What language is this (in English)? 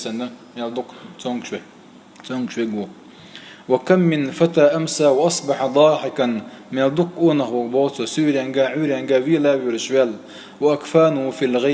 Chechen